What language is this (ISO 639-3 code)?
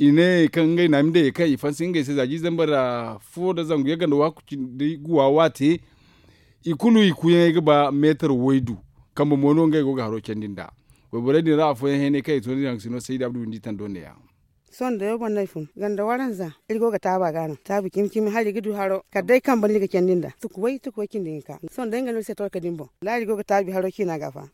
dje